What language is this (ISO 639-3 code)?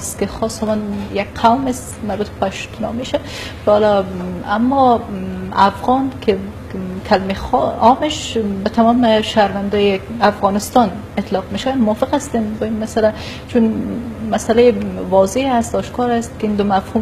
fas